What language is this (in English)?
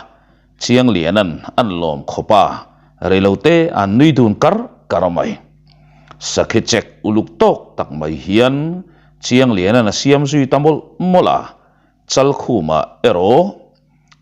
Mizo